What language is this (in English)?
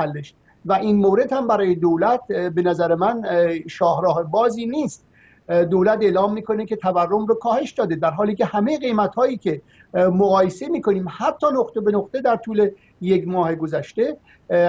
Persian